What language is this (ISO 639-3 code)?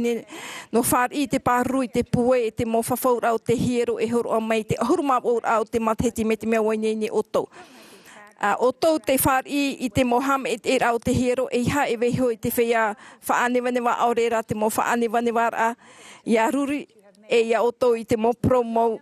tah